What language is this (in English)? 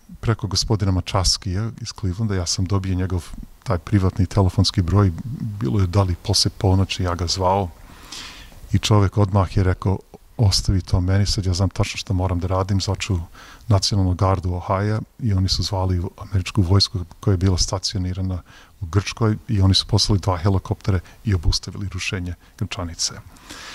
Serbian